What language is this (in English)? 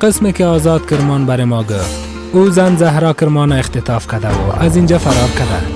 Persian